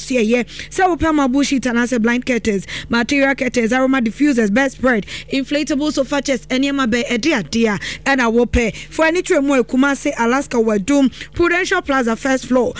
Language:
Akan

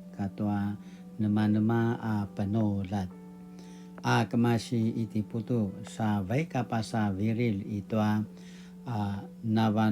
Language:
Paiwan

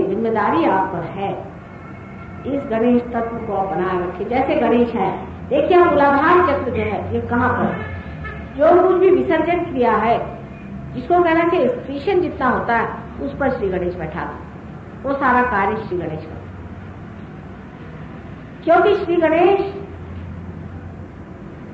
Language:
Hindi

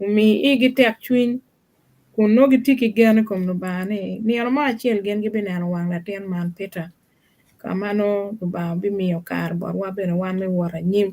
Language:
Acoli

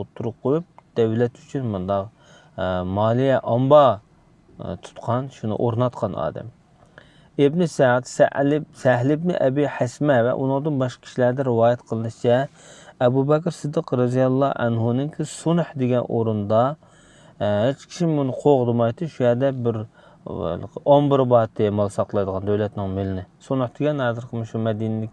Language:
Uyghur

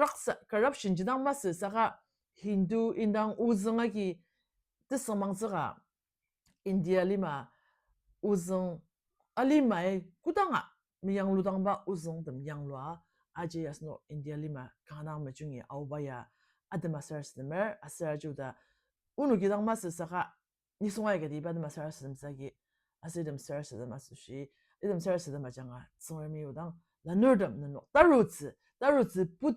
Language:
Ao Naga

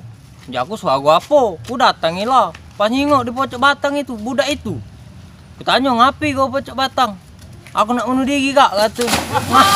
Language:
Musi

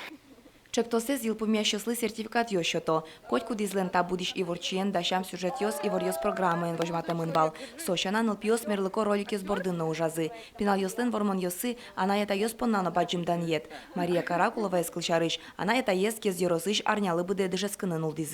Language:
Udmurt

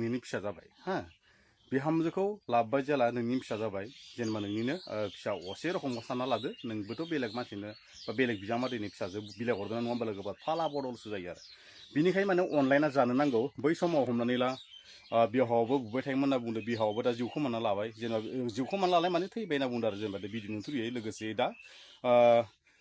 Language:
Bodo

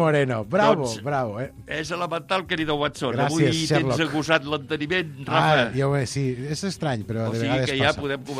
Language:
Catalan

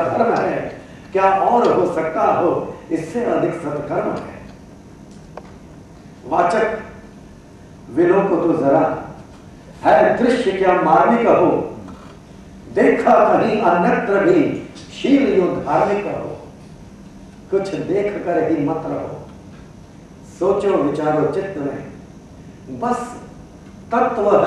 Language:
Hindi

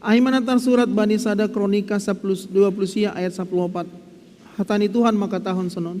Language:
Batak Simalungun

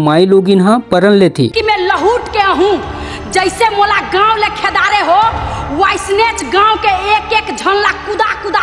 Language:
Chhattisgarhi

